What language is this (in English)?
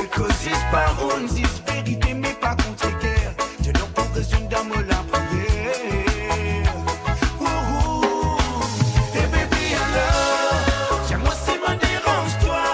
Morisyen